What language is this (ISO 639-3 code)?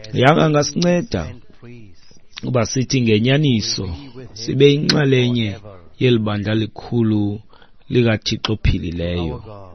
xho